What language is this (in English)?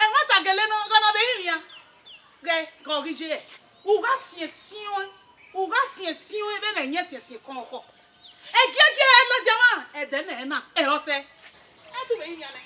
Bini